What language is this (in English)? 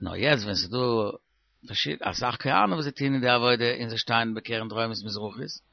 Yiddish